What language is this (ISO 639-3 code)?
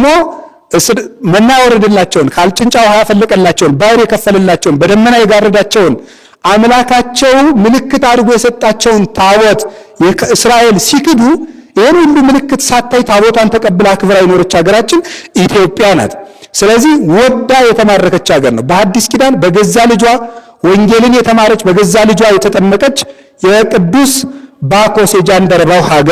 amh